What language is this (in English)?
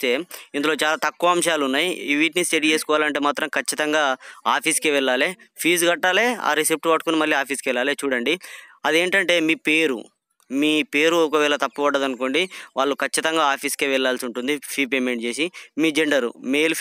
Telugu